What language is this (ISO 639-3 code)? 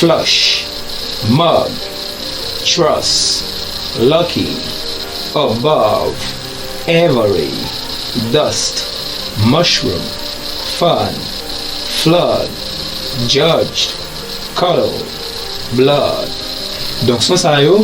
hat